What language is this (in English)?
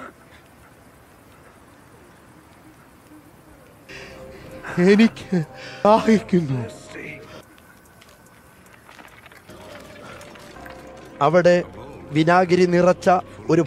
Malayalam